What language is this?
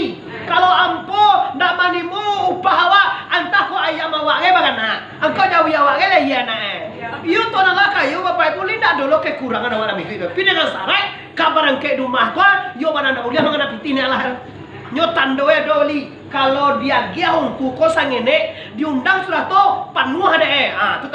Minangkabau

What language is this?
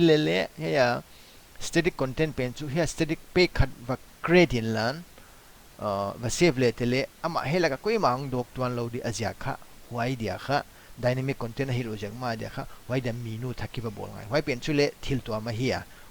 Paite Chin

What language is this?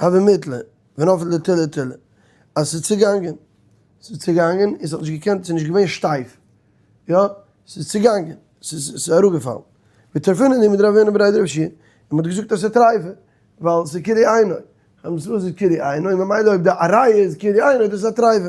Yiddish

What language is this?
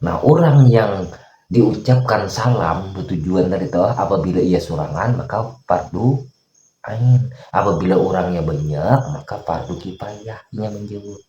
Banjar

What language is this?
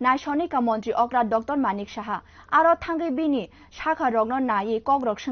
Kok Borok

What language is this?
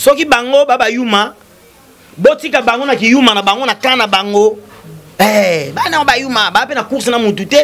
Lingala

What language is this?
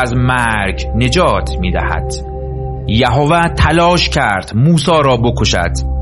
Persian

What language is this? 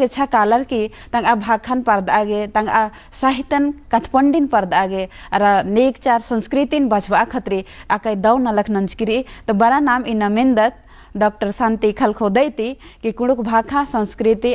Kurukh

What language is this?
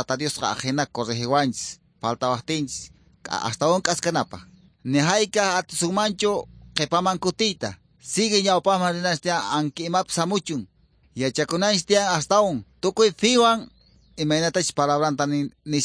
Quechua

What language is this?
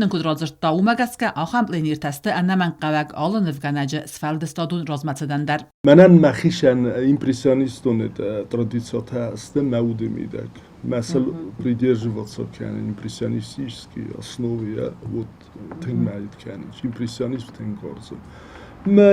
Ossetic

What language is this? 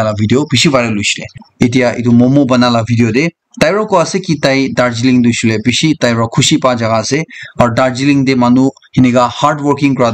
Naga Pidgin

